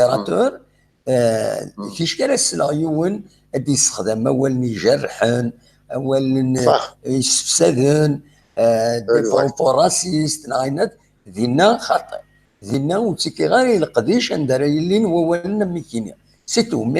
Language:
Kabyle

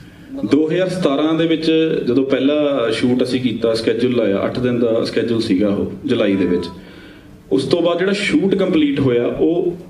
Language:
Punjabi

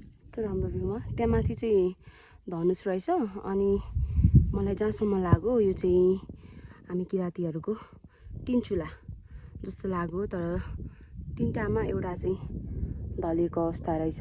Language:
Nepali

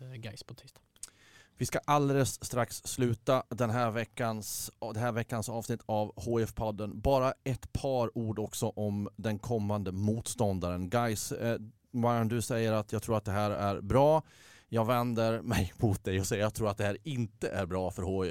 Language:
Swedish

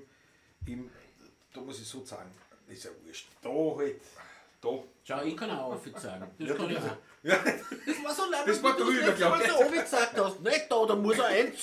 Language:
Bavarian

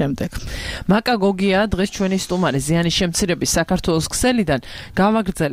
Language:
Georgian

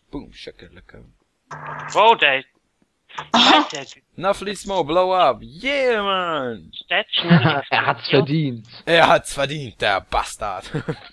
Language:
Swiss German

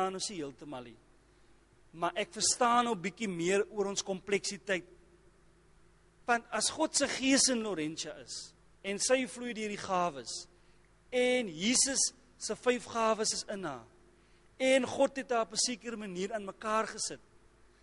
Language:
Afrikaans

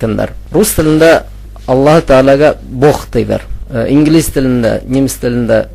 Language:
Bashkir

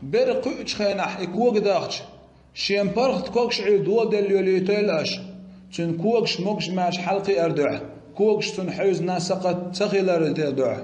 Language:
Chechen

